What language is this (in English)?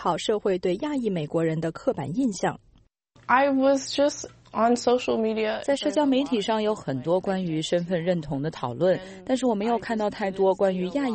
Chinese